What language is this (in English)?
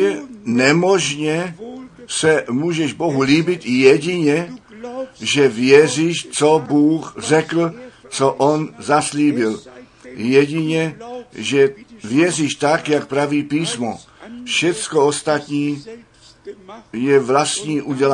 Czech